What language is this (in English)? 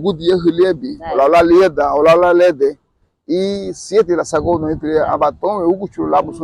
Garifuna